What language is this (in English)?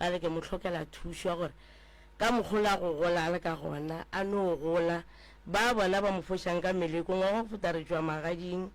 Northern Sotho